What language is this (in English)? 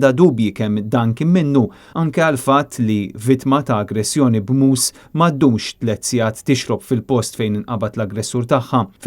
Maltese